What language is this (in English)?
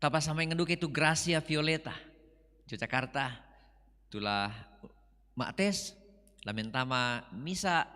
Toraja-Sa'dan